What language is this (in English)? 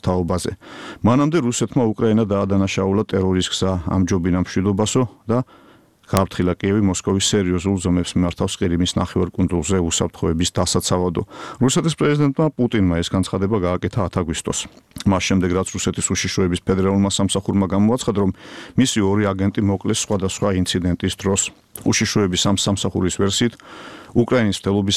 Georgian